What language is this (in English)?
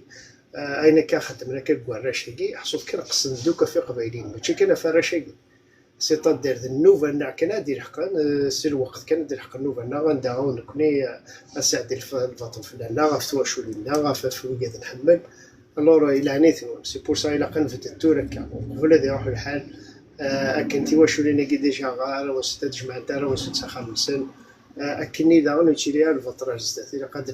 Kabyle